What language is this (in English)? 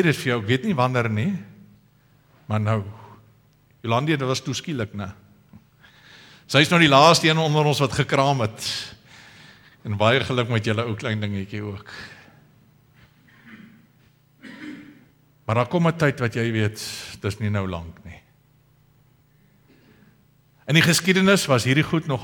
Afrikaans